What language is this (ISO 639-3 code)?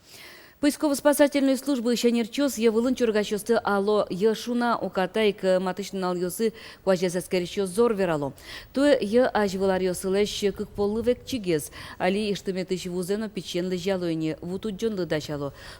udm